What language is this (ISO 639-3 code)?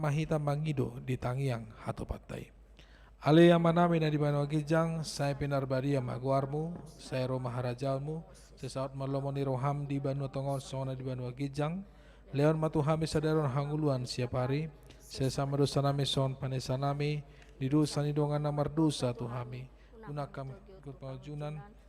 bbc